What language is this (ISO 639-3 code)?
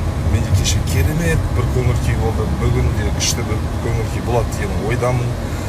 kaz